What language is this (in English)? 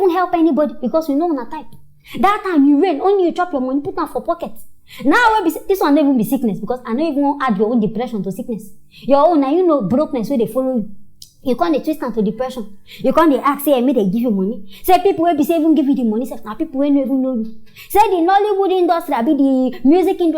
Nigerian Pidgin